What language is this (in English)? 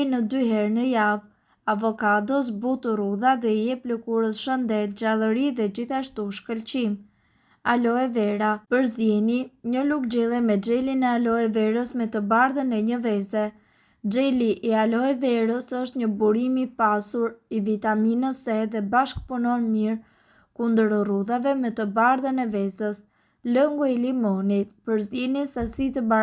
Albanian